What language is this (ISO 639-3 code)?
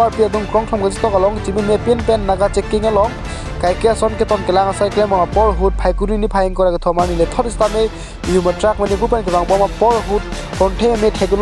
mjw